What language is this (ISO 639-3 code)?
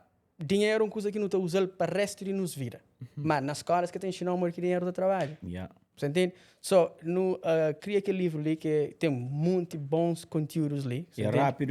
kea